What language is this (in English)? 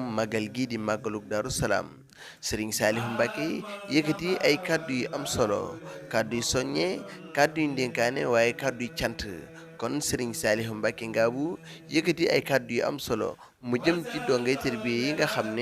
Wolof